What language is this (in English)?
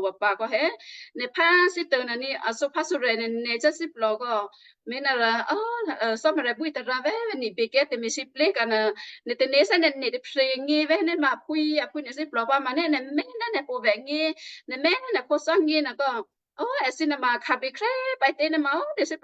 Western Kayah